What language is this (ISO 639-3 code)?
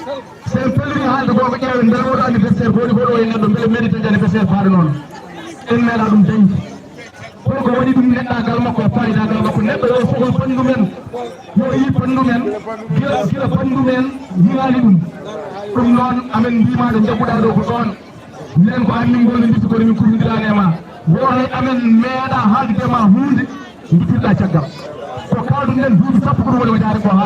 ful